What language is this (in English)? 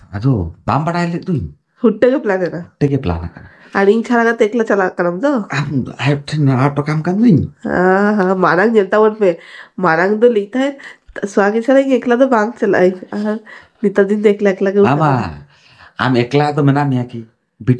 Santali